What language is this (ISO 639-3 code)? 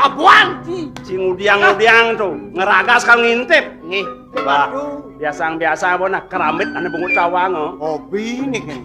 ban